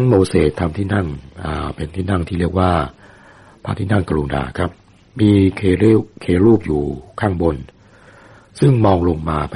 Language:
Thai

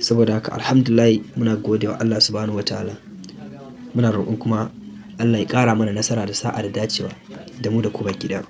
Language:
Hausa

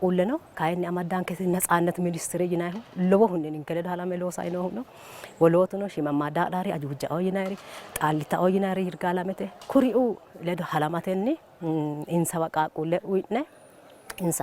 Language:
Sidamo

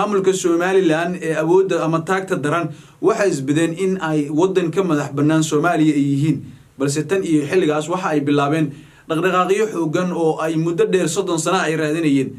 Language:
Somali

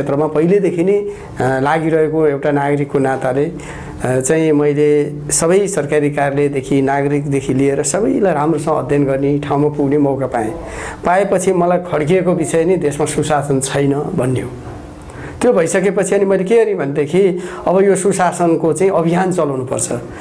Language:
Nepali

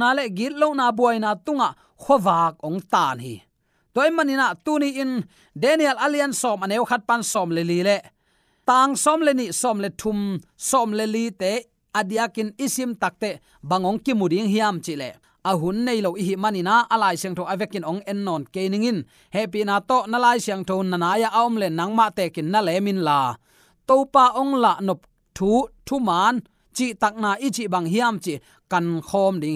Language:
Tedim Chin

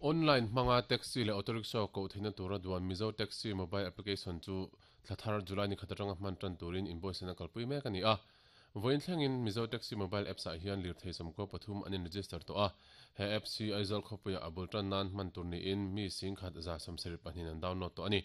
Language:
Mizo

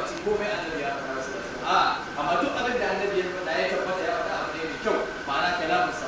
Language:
Hausa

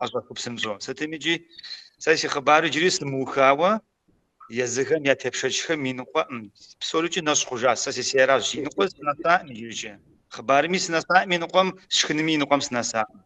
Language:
Kabardian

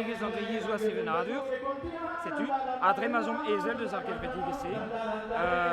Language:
Breton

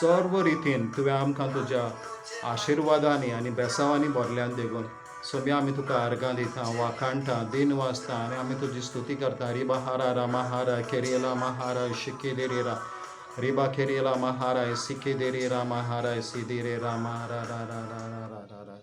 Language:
Konkani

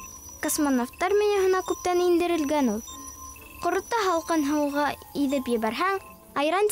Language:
Bashkir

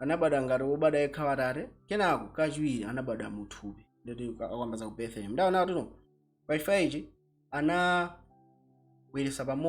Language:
Nyanja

